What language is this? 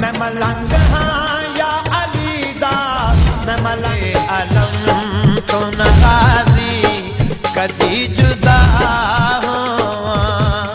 Saraiki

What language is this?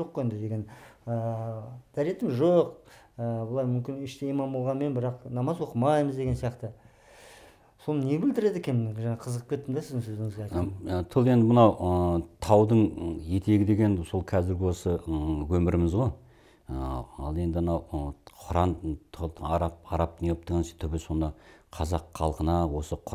Kazakh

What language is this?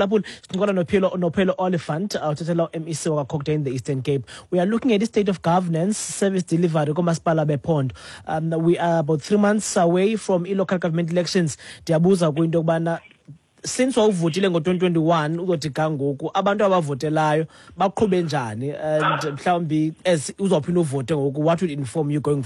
Xhosa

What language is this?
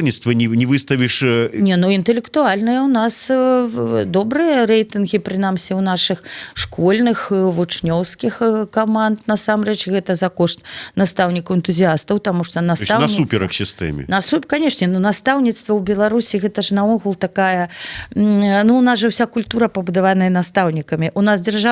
Belarusian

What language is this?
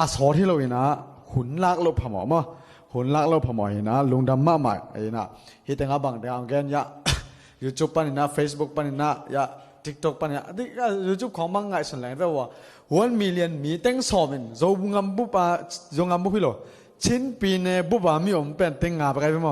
Tedim Chin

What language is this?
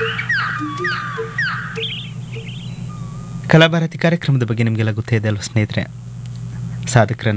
Kannada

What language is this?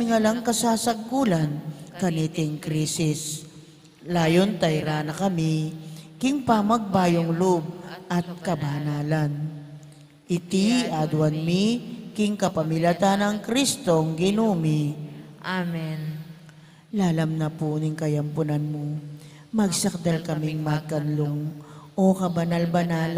Pampanga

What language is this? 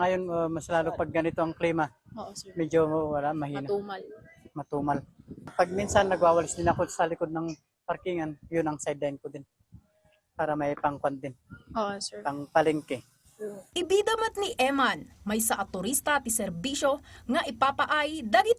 Iloko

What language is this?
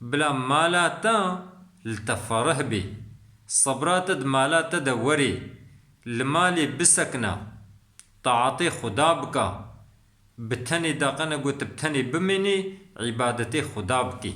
Kurdish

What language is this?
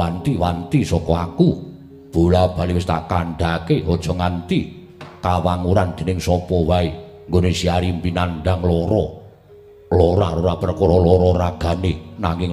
Javanese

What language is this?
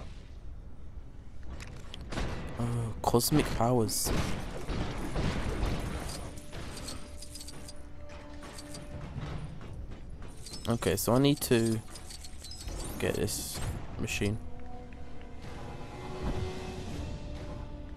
English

